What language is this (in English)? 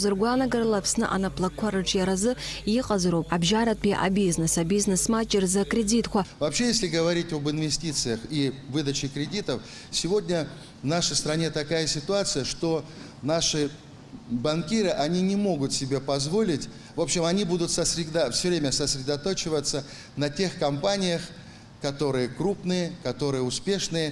Abkhazian